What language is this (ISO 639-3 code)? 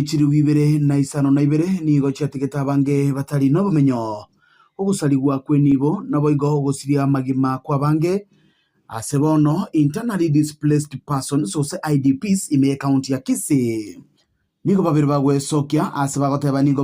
guz